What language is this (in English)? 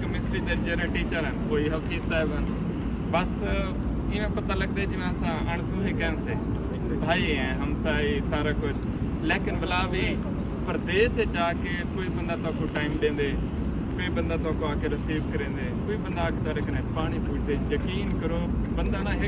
Saraiki